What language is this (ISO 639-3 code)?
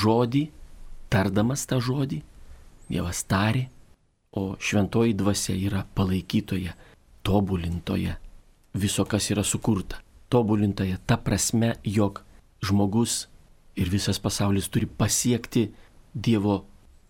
lit